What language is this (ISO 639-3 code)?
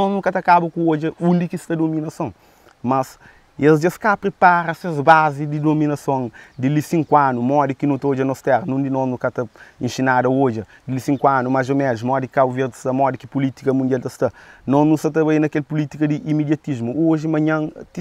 kea